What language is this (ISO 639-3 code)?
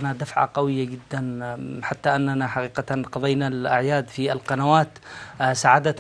ara